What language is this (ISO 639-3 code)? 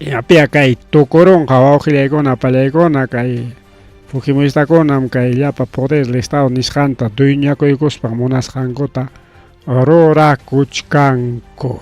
quy